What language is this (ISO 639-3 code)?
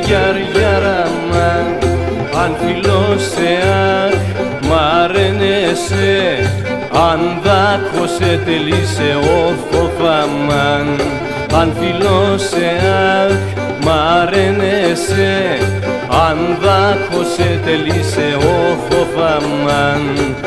ell